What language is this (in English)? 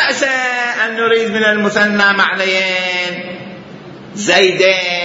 Mesopotamian Arabic